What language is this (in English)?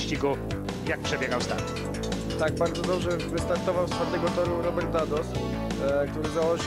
Polish